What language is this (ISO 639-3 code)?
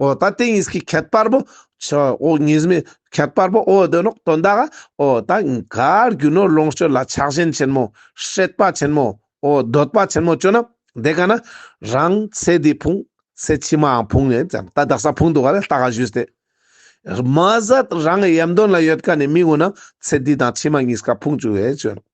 lbj